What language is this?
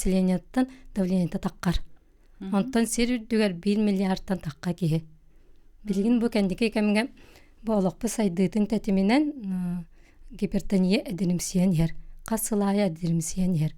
Yakut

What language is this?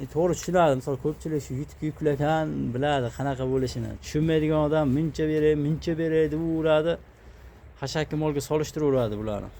Uzbek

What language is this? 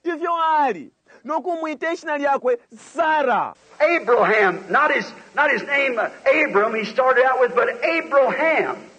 Bemba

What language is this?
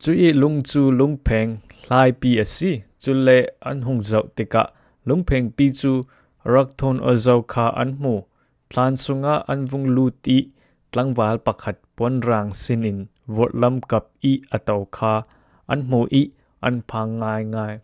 Falam Chin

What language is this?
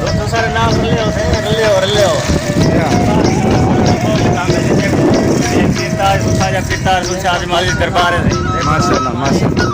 Saraiki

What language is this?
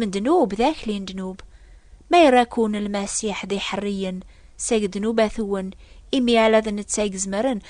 Kabyle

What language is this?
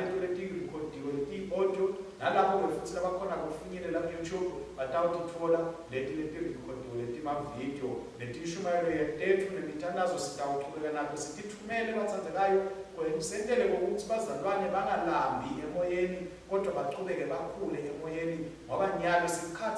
Swati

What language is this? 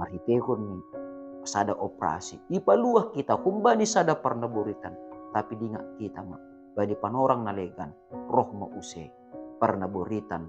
Batak Simalungun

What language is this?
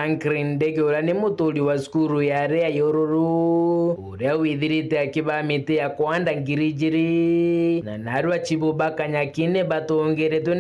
Meru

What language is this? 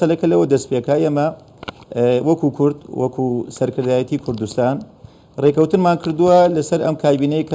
Central Kurdish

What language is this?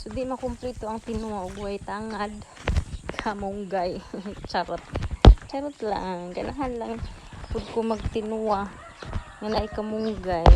Cebuano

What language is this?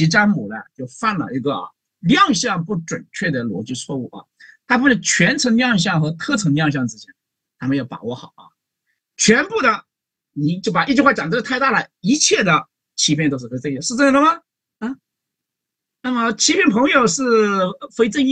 Chinese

